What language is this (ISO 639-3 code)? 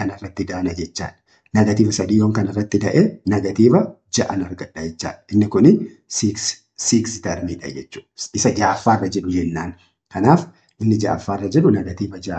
orm